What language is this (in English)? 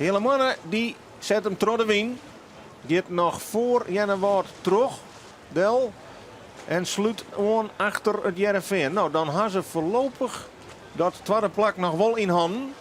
Western Frisian